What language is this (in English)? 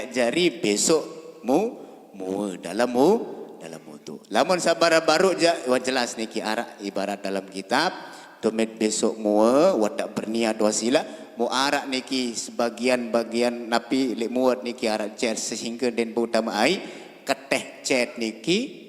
Sasak